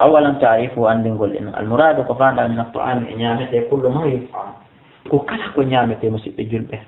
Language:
Fula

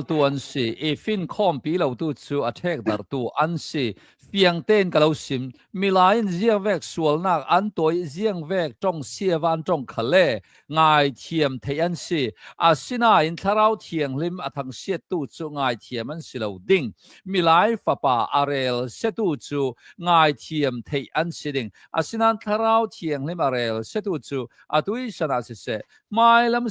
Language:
Hakha Chin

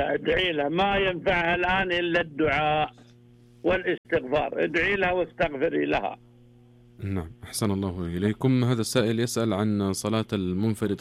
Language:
Najdi Arabic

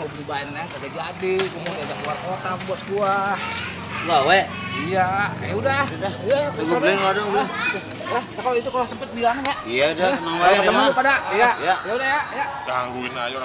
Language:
Betawi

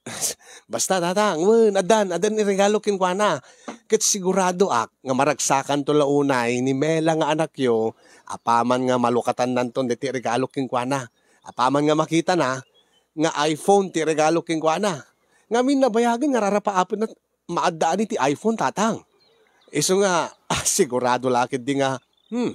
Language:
Iloko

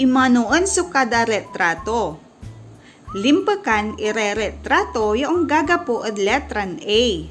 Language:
Pangasinan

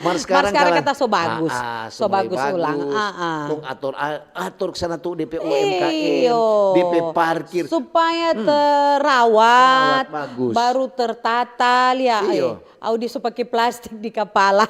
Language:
Manado Malay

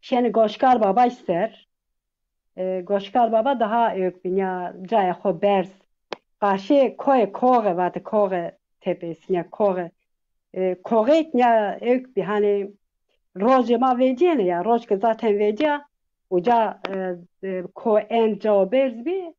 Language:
Zaza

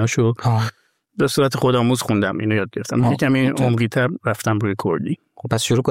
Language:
Persian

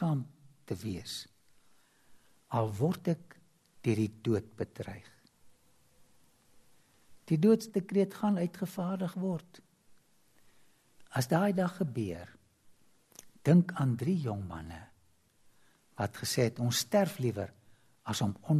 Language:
Afrikaans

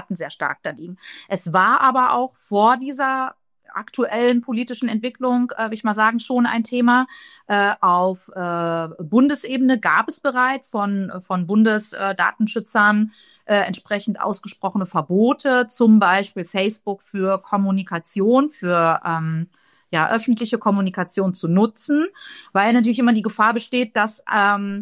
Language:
German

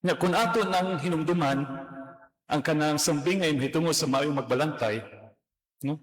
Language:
Cebuano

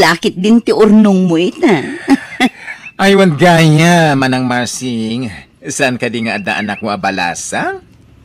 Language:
Iloko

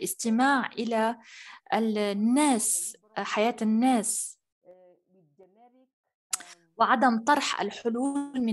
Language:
Arabic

